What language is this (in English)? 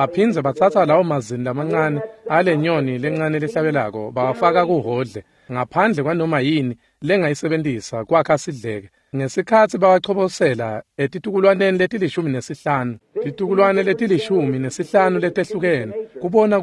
Swati